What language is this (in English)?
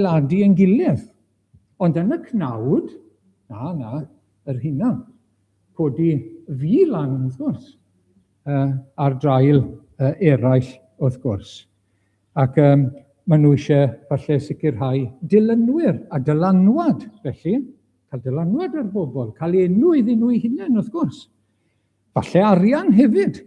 Welsh